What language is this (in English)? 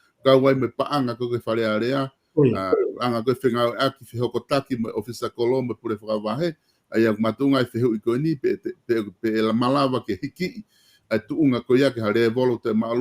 Tongan